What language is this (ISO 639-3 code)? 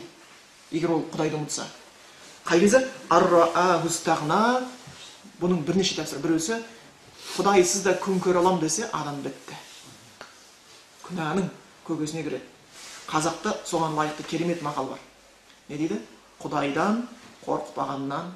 kaz